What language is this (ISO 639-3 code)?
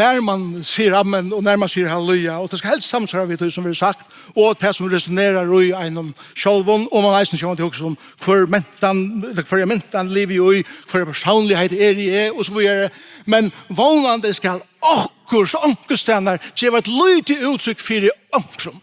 fao